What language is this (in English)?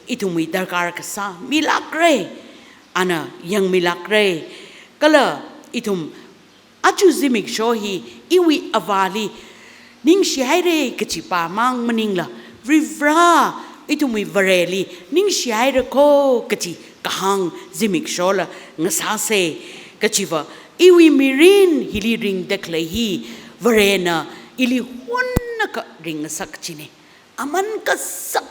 Tangkhul Naga (India)